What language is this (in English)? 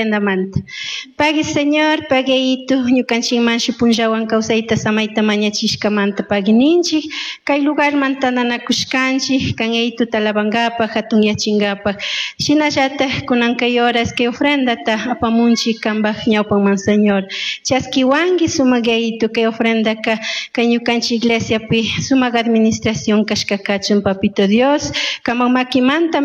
Chimborazo Highland Quichua